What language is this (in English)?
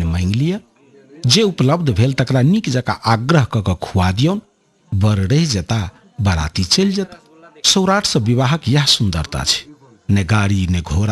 Maithili